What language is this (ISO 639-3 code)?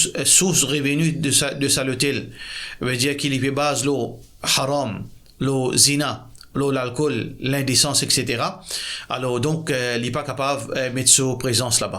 mfe